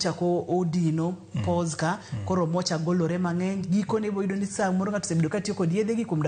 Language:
Luo (Kenya and Tanzania)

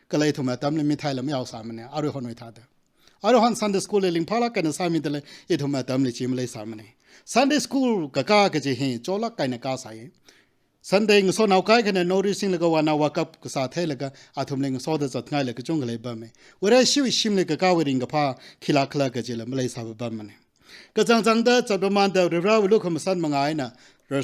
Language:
Tangkhul Naga (India)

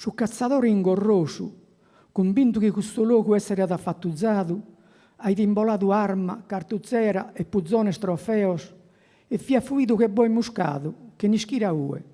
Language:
Sardinian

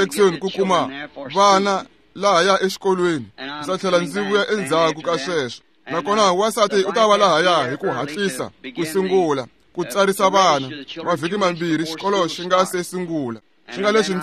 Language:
Tsonga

